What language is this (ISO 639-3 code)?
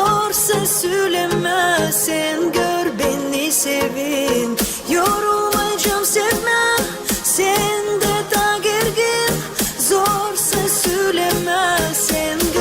gag